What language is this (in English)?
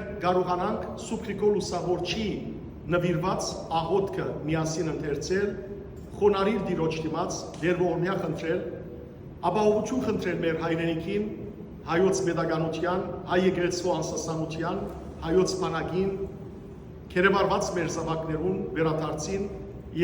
Western Armenian